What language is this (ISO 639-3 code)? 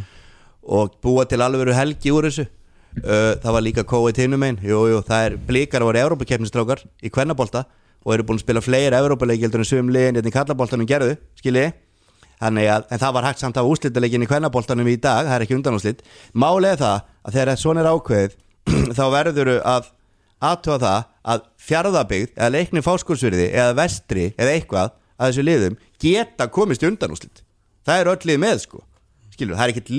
isl